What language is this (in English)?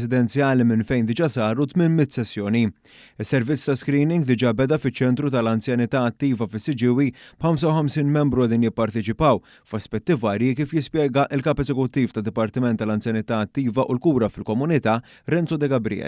Maltese